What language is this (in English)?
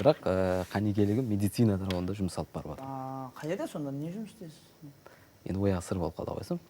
Kara-Kalpak